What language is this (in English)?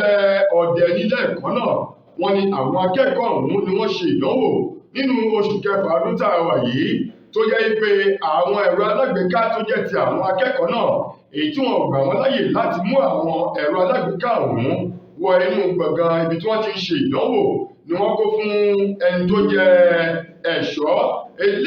Yoruba